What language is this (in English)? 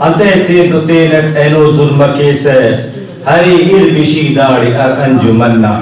Brahui